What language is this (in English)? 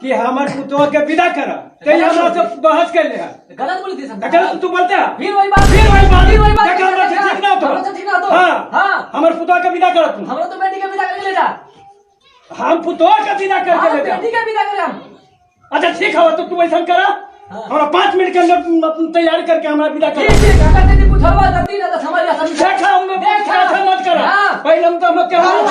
Magahi